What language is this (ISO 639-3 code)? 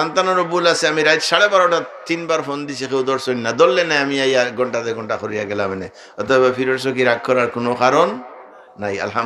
syl